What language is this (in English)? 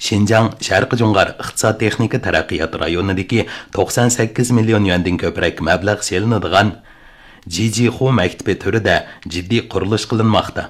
Uyghur